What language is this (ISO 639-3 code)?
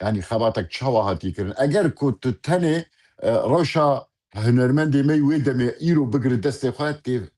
kur